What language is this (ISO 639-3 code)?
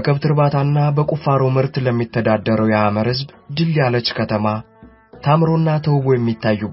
amh